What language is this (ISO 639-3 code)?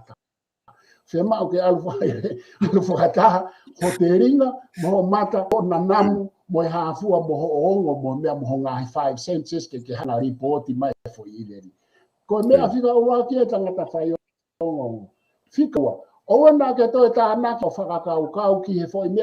ton